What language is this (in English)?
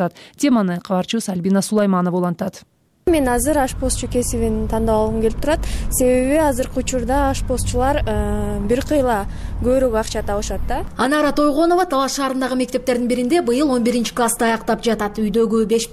Kyrgyz